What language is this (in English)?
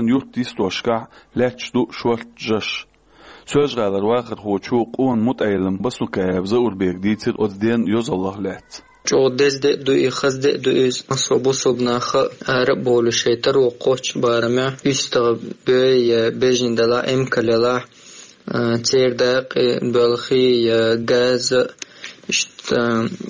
Chechen